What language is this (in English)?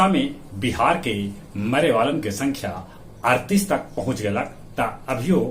Magahi